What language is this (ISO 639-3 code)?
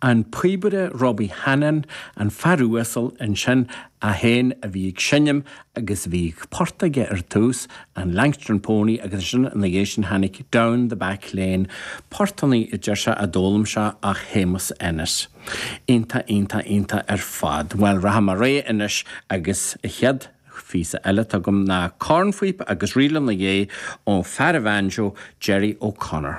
gle